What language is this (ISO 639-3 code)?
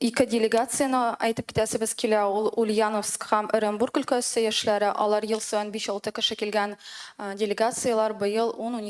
tat